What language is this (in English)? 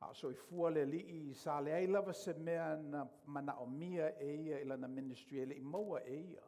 Samoan